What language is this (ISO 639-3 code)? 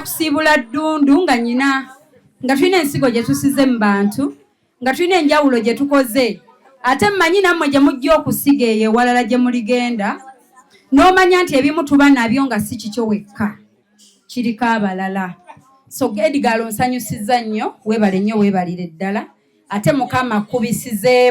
lug